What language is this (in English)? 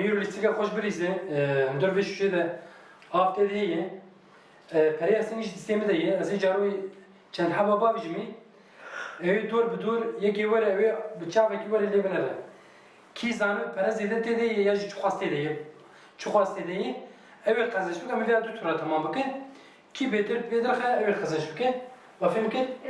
Kurdish